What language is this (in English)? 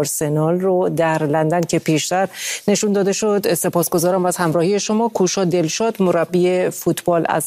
Persian